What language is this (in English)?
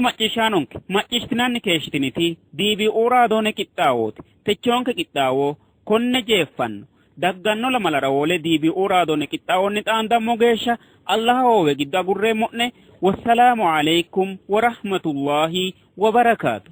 Sidamo